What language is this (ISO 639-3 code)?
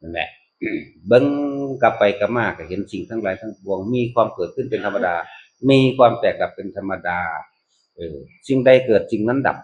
tts